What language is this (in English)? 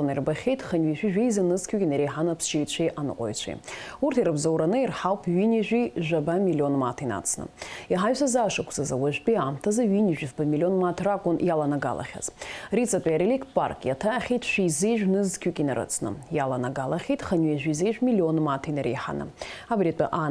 Abkhazian